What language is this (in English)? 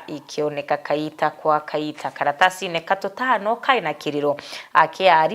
Meru